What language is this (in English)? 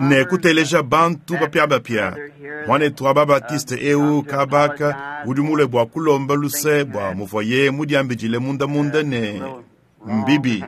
Luba-Lulua